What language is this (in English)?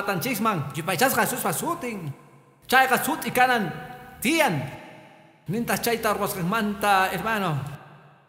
Quechua